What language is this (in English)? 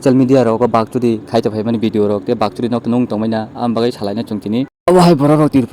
Kok Borok